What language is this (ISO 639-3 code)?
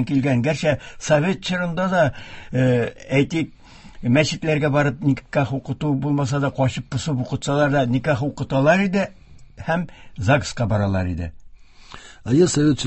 tat